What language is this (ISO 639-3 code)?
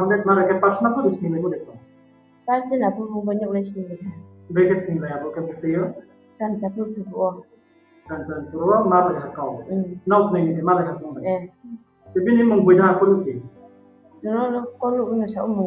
ria